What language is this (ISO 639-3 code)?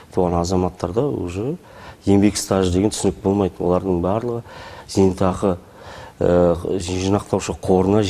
kaz